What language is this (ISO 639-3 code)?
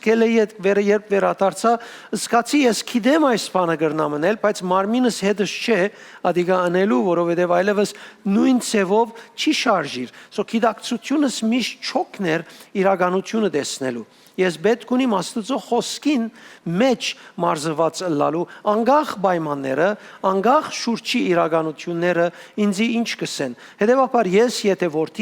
hyw